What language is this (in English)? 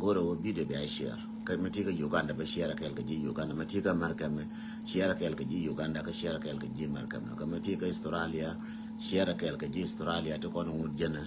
Nuer